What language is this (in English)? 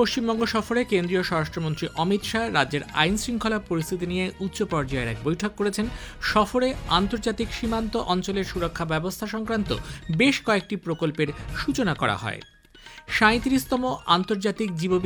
Bangla